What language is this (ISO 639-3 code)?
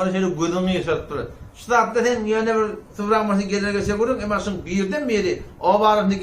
tuk